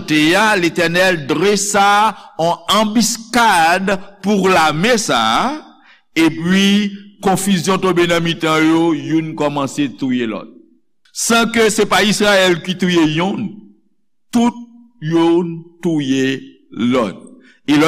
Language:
Haitian Creole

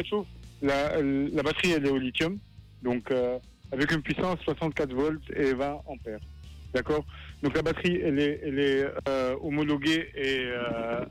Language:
French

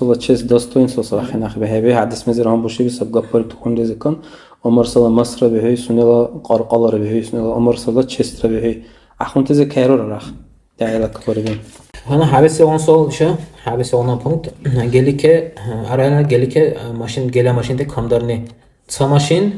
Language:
Dargwa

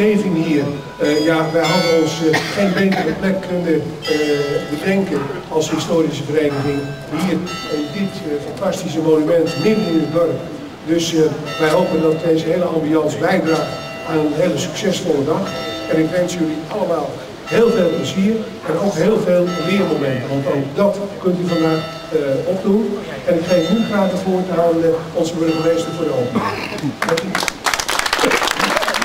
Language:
Dutch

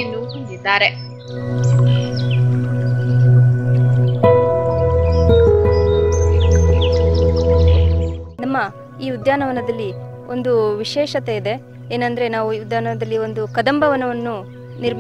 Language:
Kannada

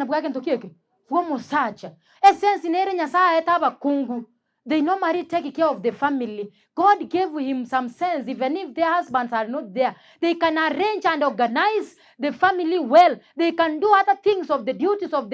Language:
Gusii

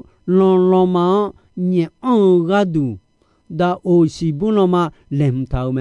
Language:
Akha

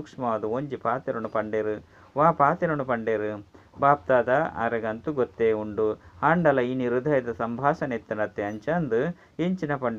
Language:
Tulu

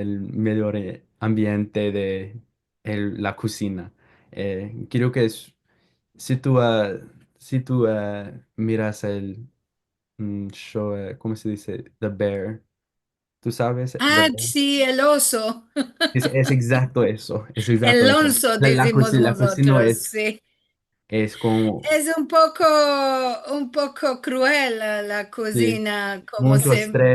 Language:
Ladino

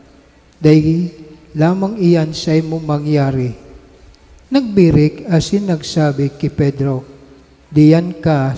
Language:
Bikol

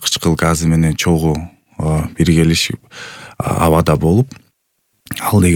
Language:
Kyrgyz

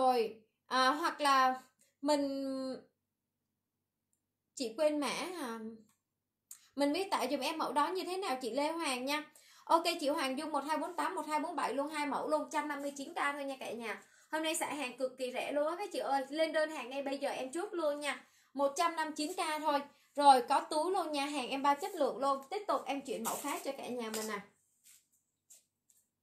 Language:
Vietnamese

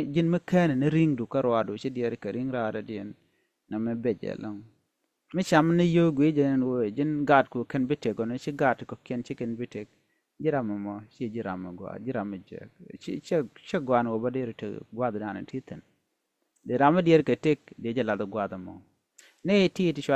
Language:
Nuer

